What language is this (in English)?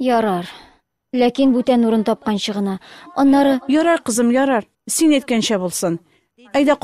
Tatar